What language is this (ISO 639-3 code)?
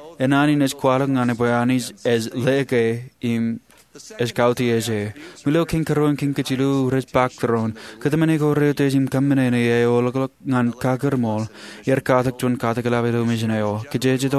mah